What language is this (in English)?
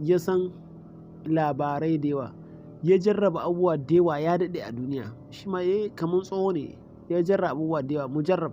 Hausa